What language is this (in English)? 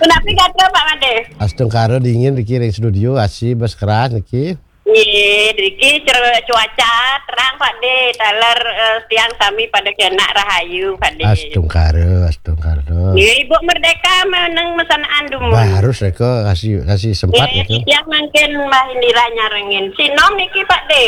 Balinese